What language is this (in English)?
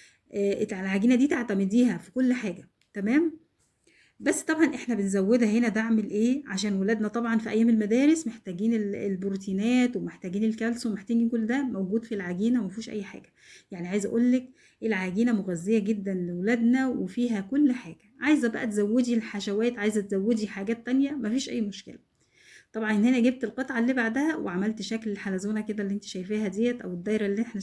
Egyptian Arabic